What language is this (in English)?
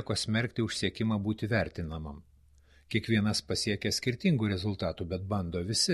Lithuanian